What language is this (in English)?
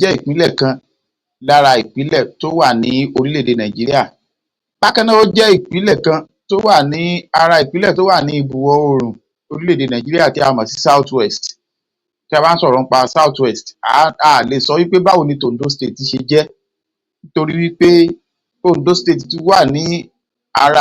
Yoruba